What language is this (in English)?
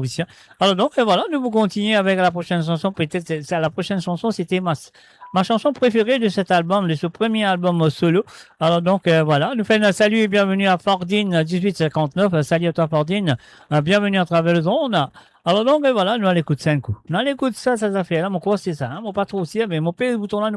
Morisyen